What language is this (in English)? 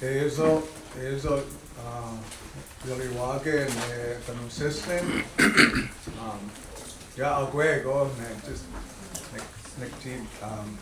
Mohawk